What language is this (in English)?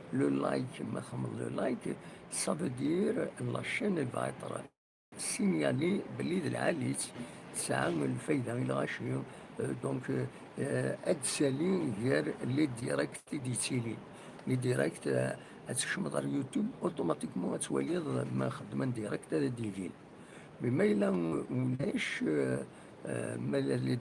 Kabyle